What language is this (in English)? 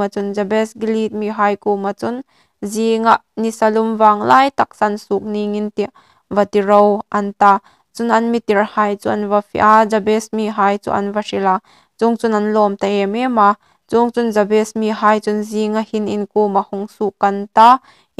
Hmar